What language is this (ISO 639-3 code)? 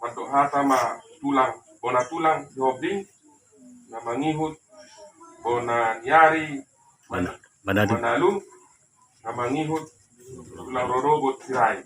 bbc